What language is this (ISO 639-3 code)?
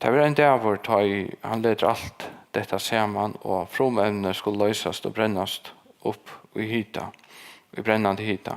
fao